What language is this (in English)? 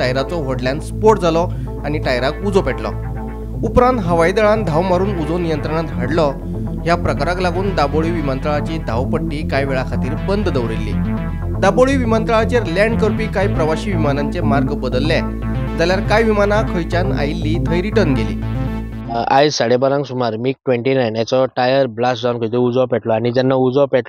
Konkani